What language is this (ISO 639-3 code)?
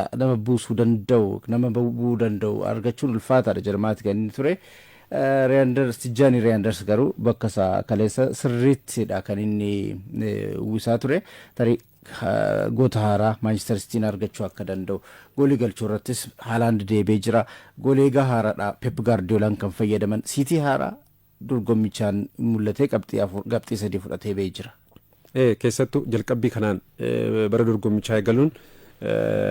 orm